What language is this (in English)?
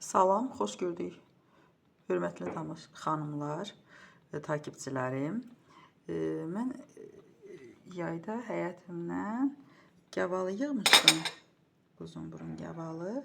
Azerbaijani